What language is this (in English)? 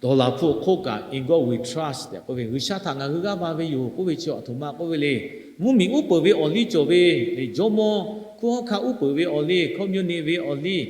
Lahu